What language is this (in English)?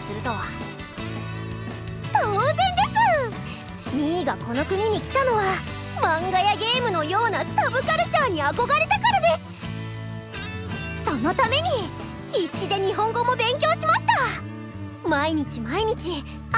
Japanese